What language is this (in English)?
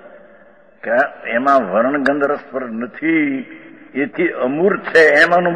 Gujarati